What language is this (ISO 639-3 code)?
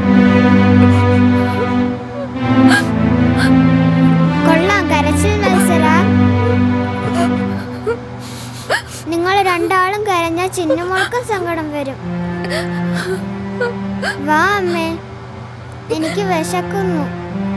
mal